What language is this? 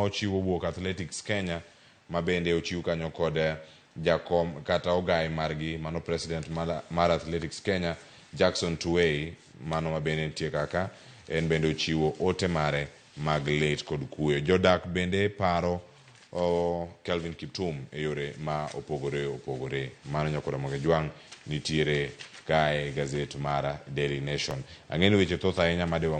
Luo (Kenya and Tanzania)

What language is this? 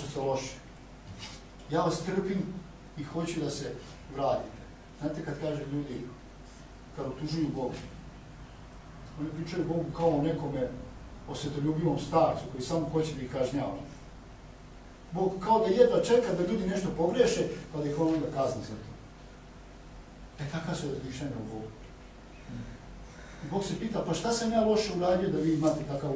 Serbian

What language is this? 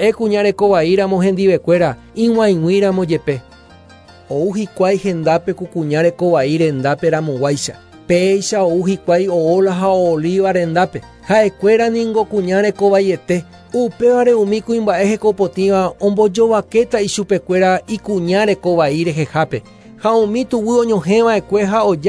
Guarani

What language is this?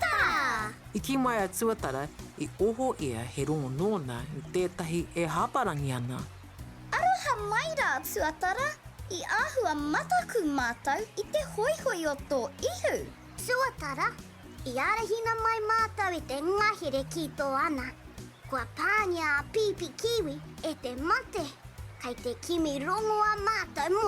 Māori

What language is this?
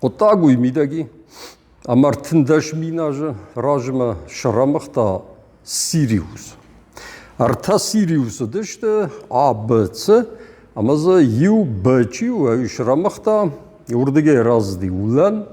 Ossetic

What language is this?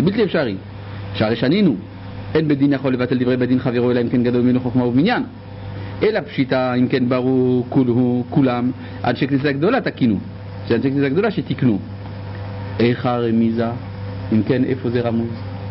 Hebrew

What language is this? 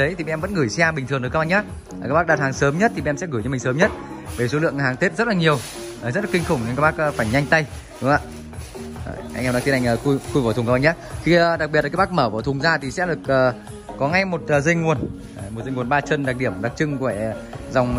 Vietnamese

